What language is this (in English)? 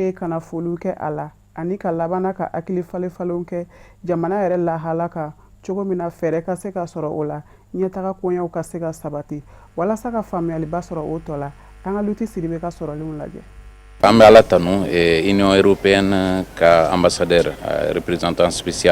Bambara